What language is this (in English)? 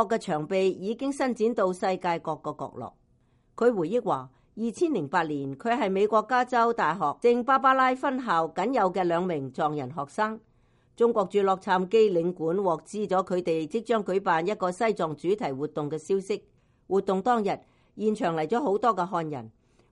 Cantonese